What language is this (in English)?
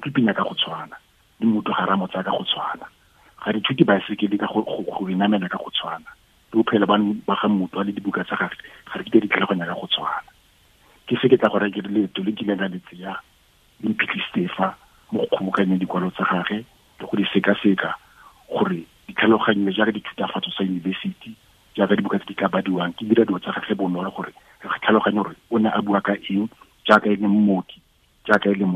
Tswana